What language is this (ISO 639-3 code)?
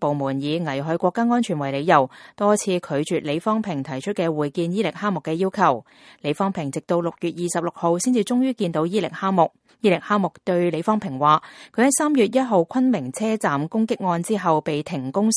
yue